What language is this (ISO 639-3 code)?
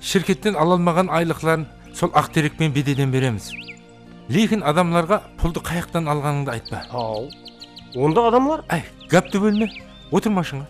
kaa